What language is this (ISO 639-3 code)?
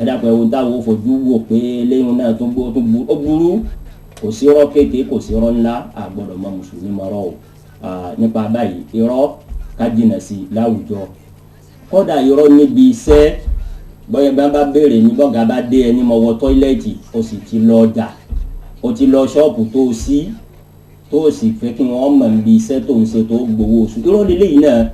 yor